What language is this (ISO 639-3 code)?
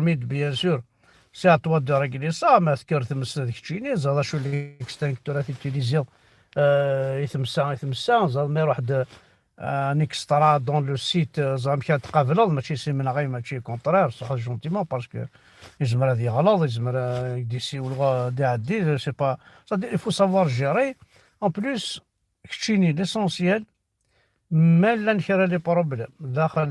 kab